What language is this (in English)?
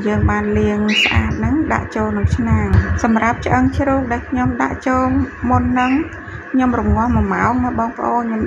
Khmer